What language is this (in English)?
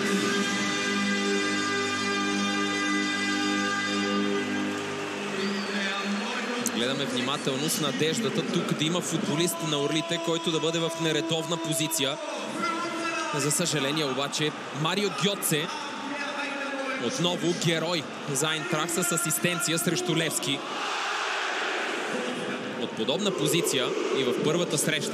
Bulgarian